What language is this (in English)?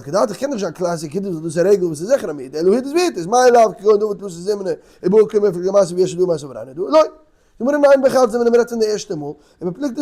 Yiddish